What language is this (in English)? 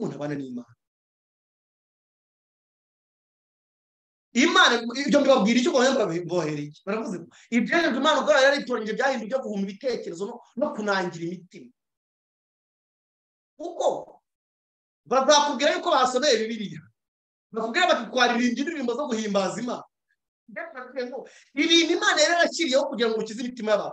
Kinyarwanda